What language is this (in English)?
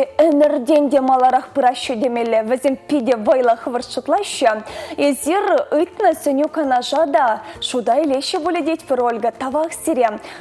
Chuvash